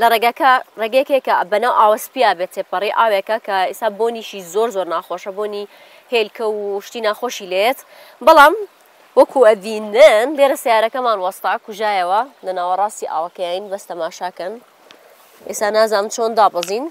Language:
Central Kurdish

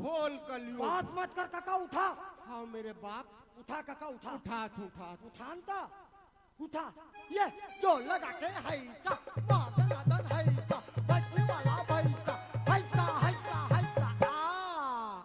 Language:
Chhattisgarhi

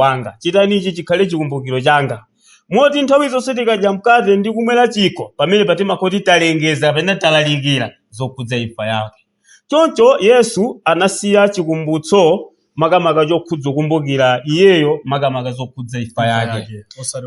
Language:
Nyanja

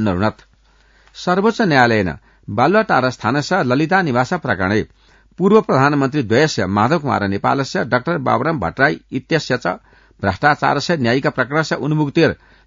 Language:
Sanskrit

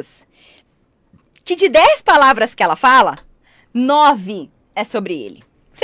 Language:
Portuguese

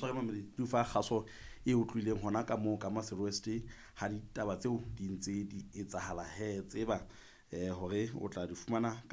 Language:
Southern Sotho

